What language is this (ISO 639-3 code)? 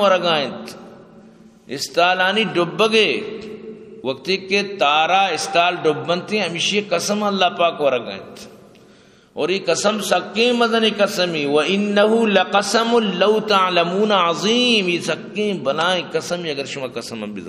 bgp